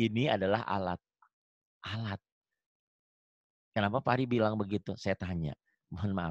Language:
Indonesian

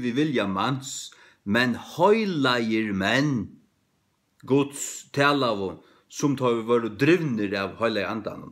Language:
Faroese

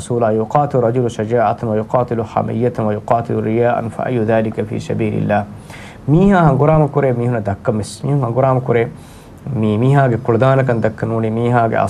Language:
Divehi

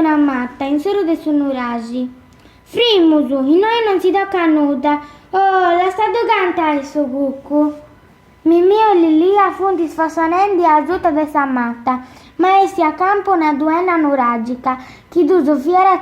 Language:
Sardinian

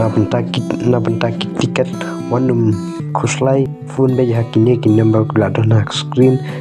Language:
Khasi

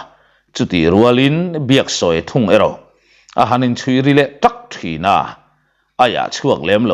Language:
Mizo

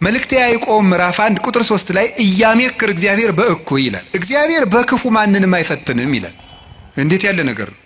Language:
Amharic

